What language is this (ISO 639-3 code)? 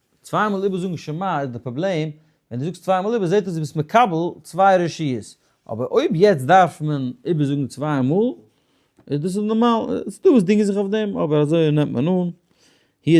yid